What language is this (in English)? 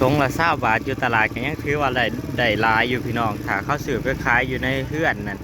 Northeastern Thai